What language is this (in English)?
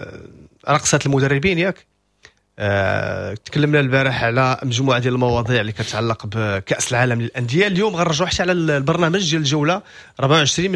Moroccan Arabic